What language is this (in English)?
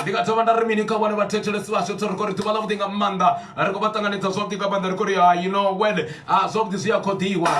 Venda